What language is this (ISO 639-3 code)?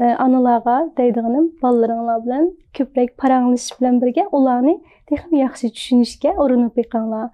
uig